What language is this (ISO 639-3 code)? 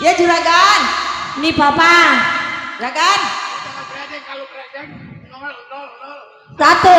bew